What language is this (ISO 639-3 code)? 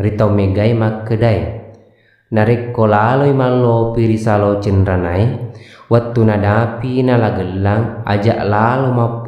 bug